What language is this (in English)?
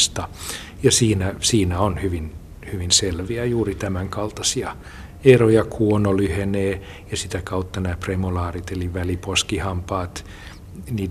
Finnish